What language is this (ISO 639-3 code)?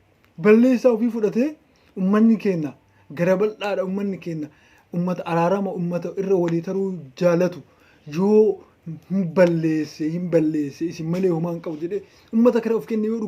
orm